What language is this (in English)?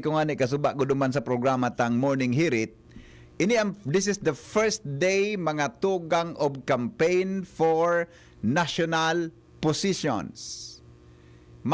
Bikol